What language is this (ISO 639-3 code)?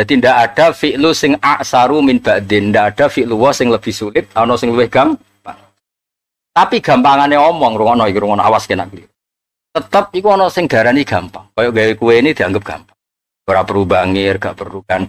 jav